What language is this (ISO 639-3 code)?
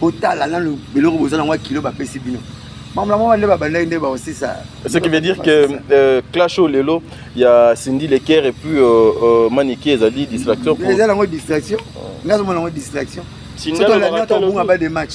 lin